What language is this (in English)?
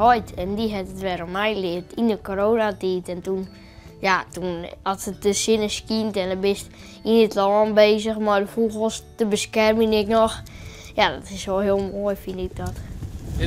Western Frisian